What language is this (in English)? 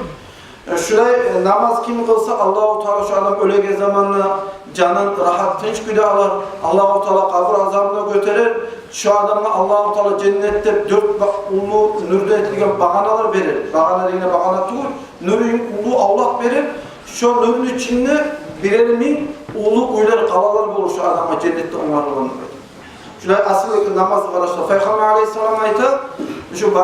Kumyk